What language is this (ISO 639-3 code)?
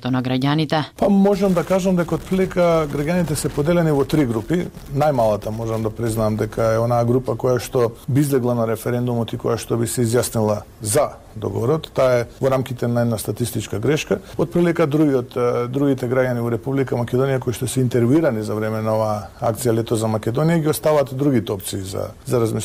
mkd